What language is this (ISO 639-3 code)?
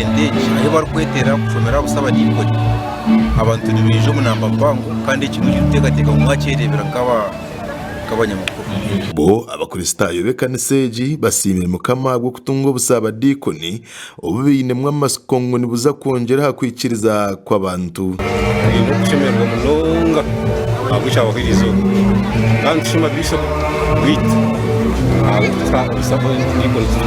nyn